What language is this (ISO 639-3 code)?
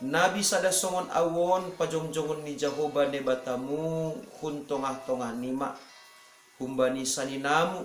bts